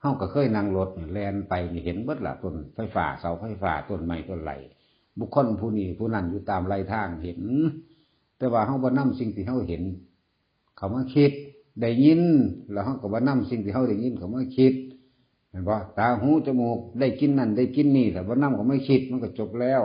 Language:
Lao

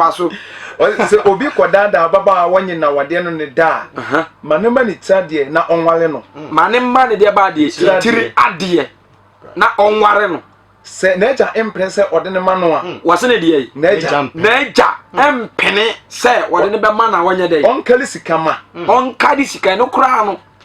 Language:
Akan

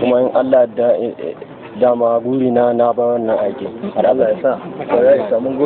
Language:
Hausa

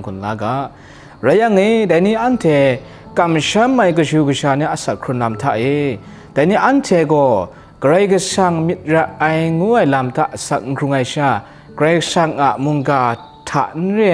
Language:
Kachin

